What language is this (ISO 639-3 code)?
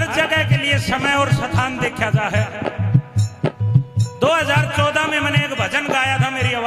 bgc